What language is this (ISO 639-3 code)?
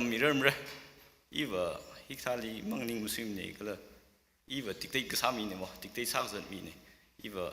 nmf